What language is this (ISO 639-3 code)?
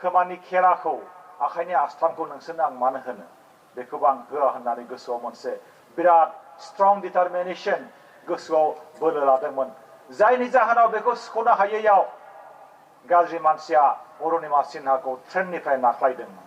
brx